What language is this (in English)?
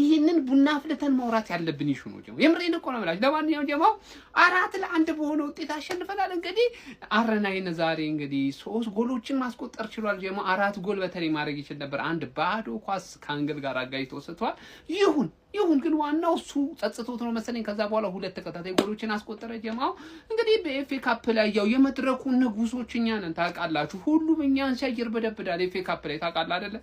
Amharic